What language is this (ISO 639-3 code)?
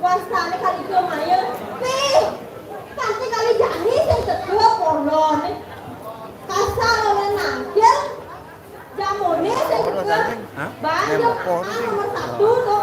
ban